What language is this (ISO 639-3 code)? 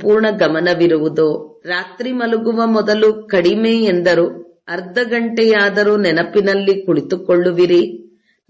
kan